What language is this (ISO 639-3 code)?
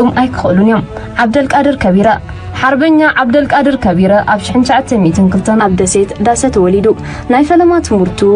tir